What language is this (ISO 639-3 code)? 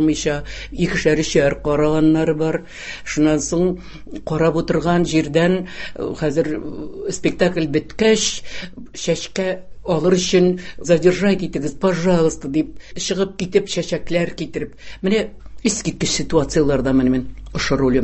tat